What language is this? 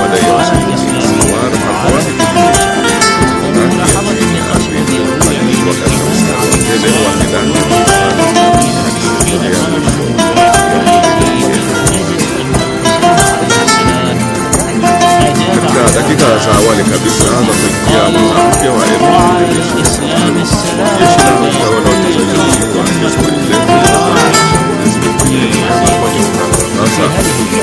Swahili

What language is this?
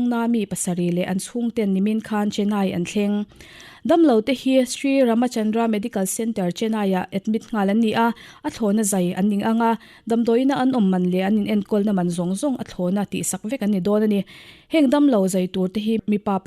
Mizo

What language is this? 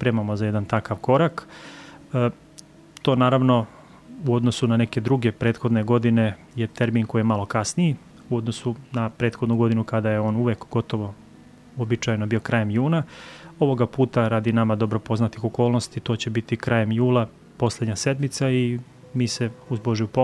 Serbian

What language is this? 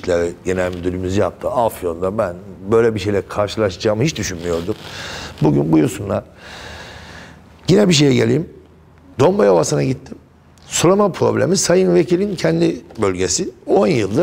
Turkish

